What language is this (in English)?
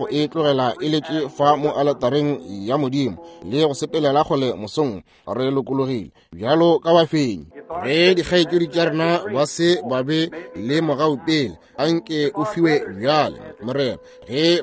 Northern Sotho